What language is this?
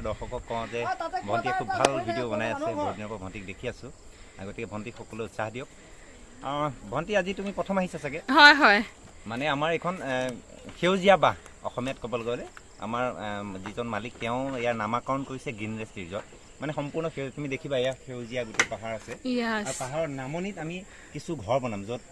Assamese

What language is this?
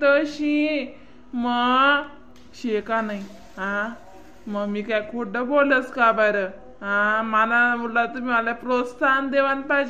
Khandesi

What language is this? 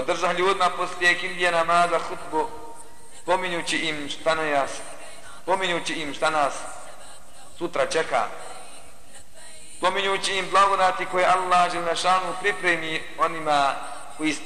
Bosnian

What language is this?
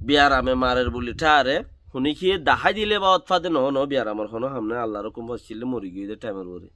Rohingya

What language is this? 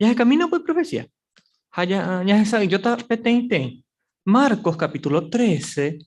Guarani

